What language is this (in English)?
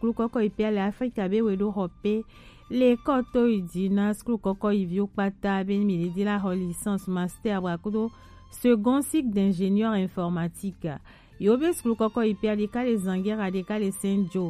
Gen